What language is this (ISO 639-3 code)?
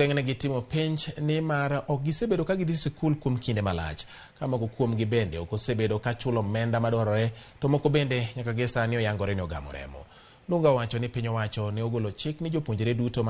luo